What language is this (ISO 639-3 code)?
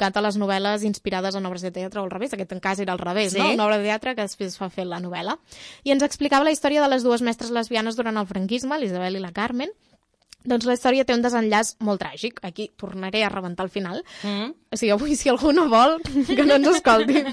cat